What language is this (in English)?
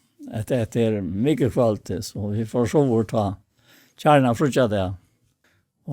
Faroese